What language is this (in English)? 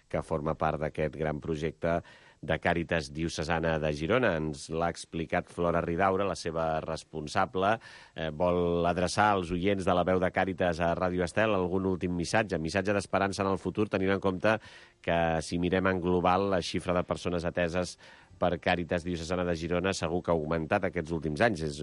Catalan